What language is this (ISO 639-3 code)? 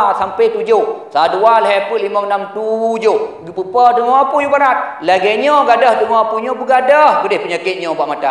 ace